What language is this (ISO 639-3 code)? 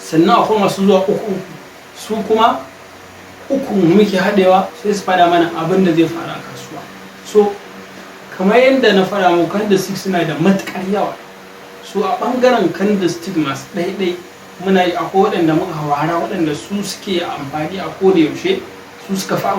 hau